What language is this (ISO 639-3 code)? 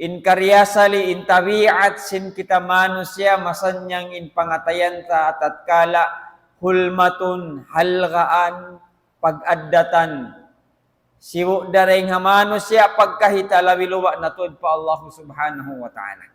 tsg